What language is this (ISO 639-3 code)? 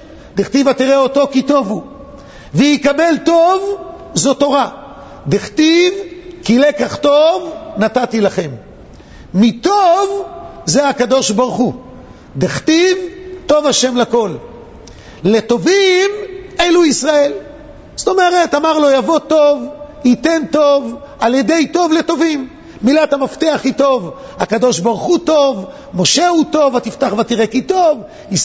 heb